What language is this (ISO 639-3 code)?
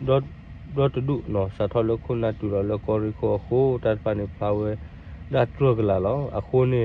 ksw